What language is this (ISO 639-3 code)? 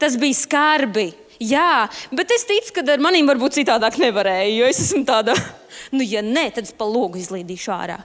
lav